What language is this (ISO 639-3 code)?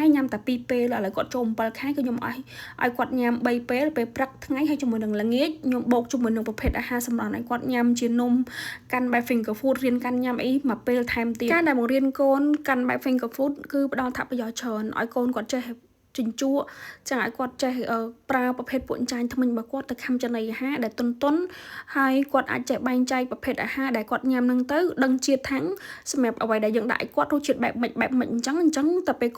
khm